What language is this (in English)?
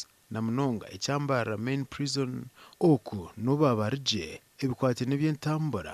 Nyankole